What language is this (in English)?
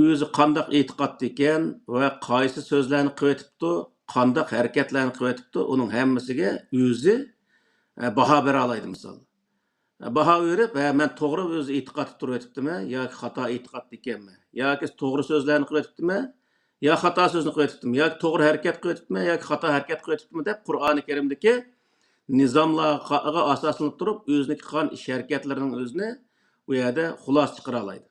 Uyghur